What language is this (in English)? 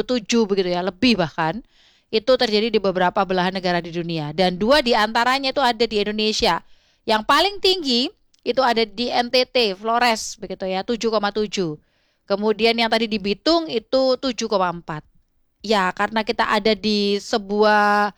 Indonesian